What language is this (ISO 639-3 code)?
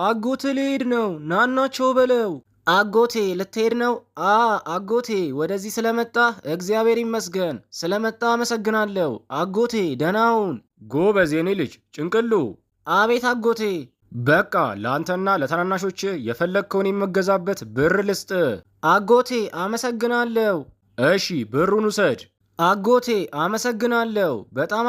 amh